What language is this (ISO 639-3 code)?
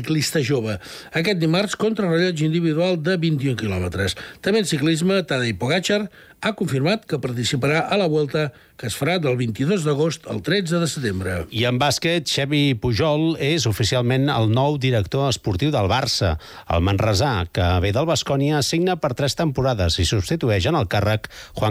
cat